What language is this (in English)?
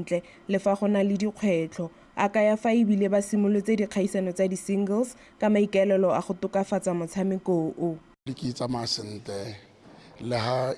Tswana